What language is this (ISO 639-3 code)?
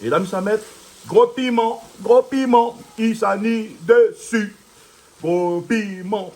rcf